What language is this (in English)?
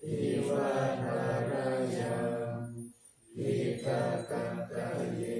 Pali